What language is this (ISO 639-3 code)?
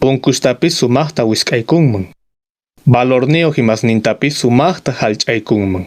que